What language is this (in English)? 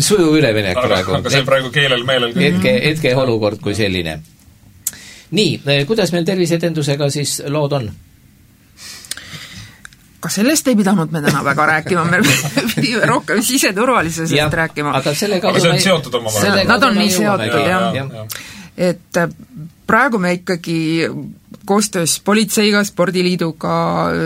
Estonian